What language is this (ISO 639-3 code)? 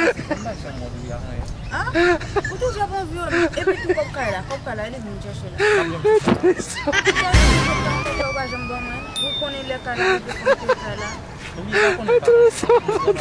hat